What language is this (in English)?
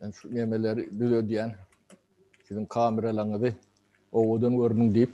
Turkmen